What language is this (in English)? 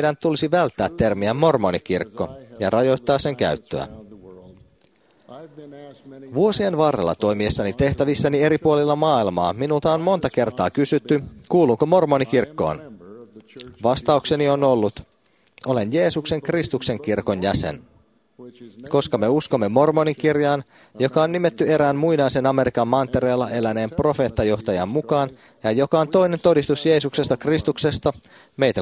Finnish